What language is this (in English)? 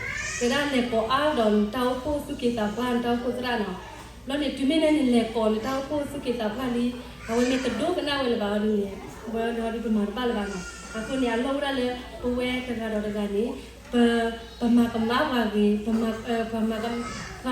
S'gaw Karen